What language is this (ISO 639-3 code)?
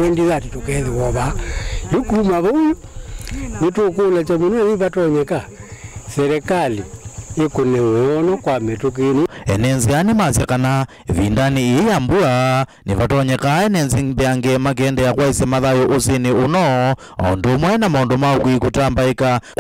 kam